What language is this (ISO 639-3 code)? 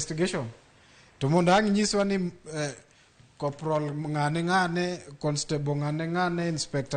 luo